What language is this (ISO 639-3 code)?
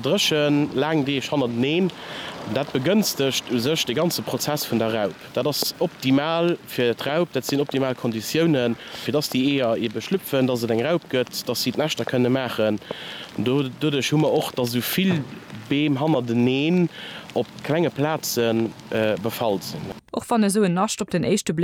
ltz